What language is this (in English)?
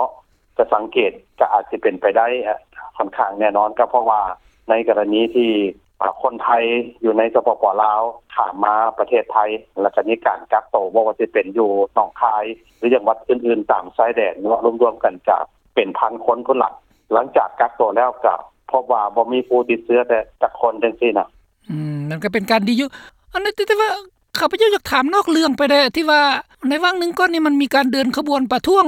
Lao